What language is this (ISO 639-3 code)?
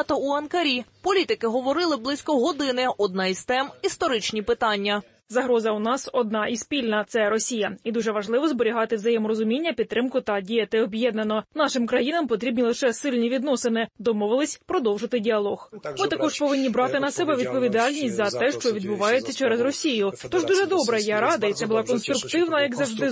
ukr